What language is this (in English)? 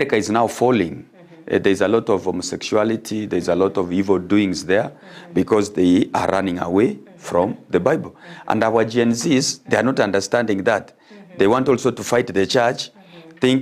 Gusii